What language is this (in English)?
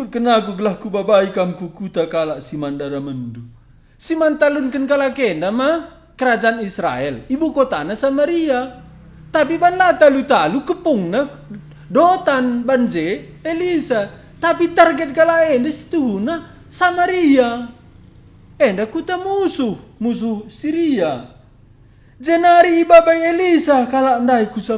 Batak Karo